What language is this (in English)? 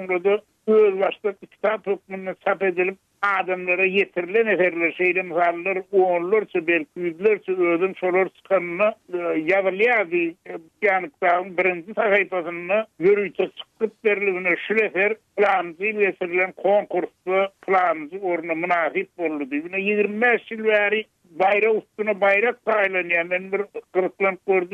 Turkmen